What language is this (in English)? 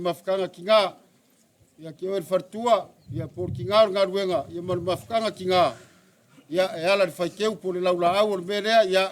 Samoan